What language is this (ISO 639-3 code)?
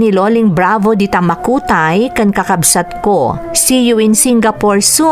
ilo